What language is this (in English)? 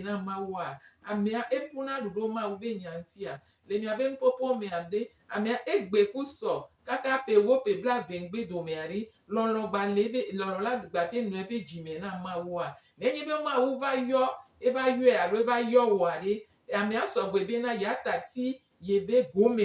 Gen